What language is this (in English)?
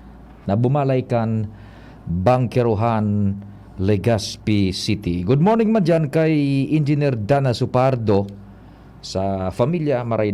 Bikol